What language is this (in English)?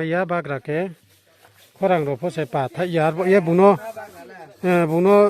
Riang (India)